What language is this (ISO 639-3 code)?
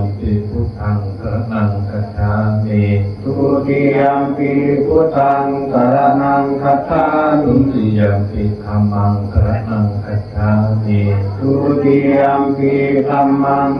pli